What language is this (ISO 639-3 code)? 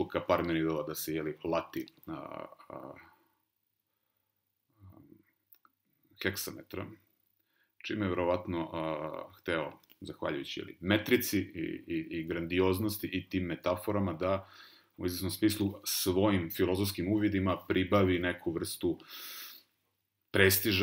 srp